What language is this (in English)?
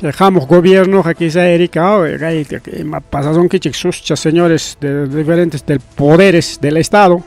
Ayacucho Quechua